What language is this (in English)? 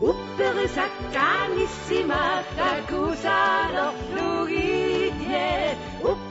Kalaallisut